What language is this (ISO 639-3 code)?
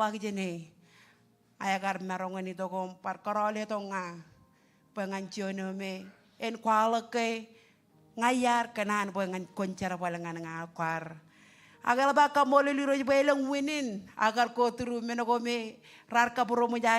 mah